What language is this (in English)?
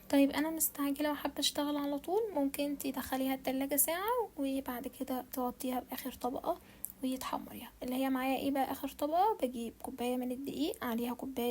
Egyptian Arabic